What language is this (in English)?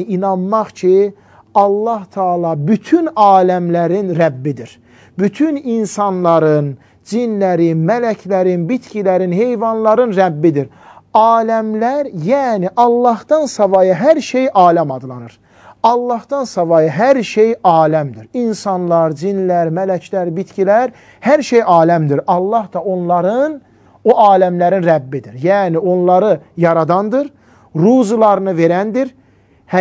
Azerbaijani